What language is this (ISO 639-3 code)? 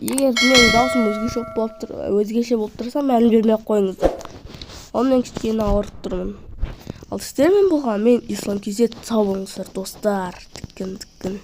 kaz